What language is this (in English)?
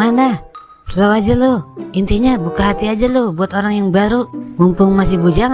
Betawi